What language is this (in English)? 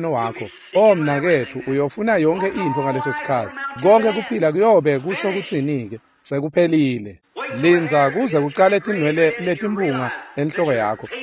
Swati